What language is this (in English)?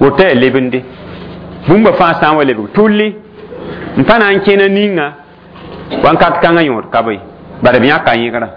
Mossi